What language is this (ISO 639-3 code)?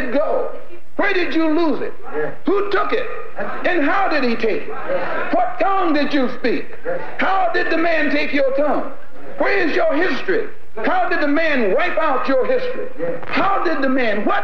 eng